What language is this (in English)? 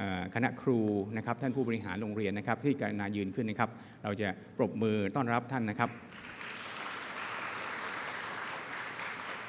Thai